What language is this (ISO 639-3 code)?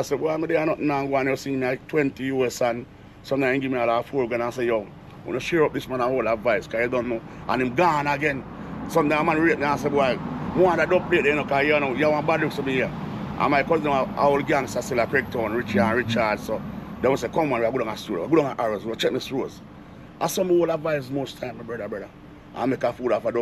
jam